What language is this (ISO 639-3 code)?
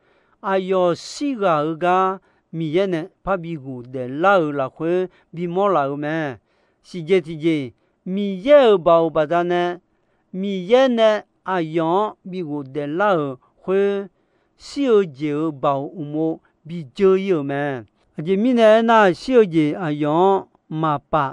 ahk